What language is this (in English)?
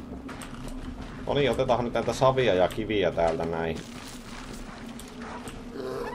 Finnish